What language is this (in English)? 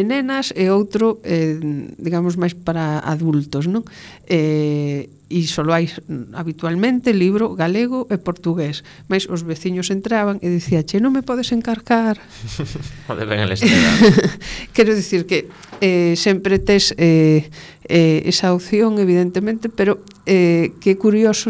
Galician